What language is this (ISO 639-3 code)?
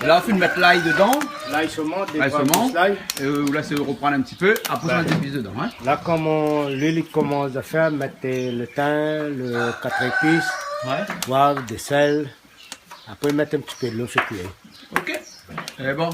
rcf